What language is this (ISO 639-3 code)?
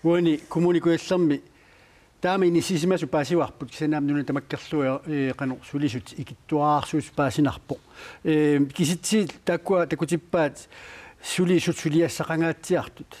kal